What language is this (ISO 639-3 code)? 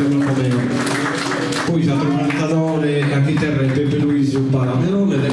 srd